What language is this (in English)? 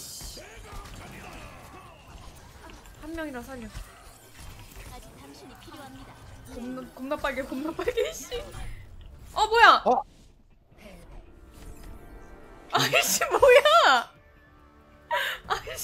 Korean